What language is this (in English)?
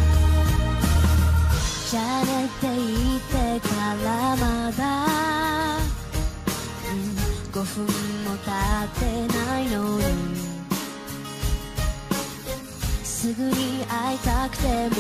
Japanese